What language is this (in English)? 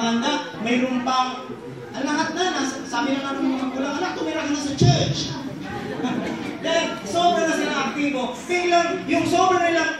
Filipino